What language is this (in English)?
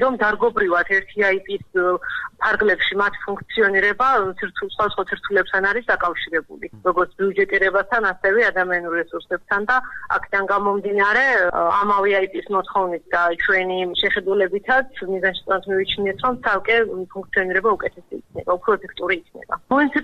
Georgian